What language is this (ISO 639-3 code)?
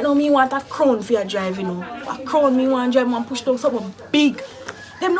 jam